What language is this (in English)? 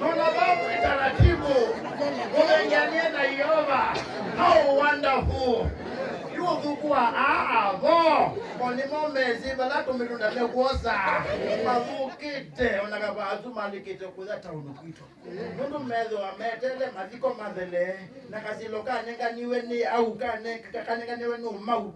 Kamba